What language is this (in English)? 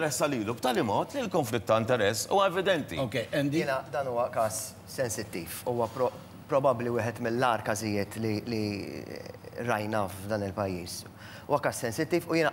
Maltese